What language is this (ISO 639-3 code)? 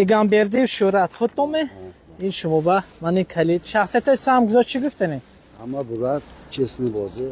tgk